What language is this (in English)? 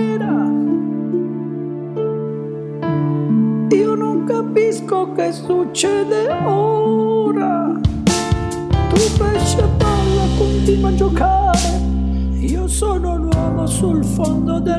Italian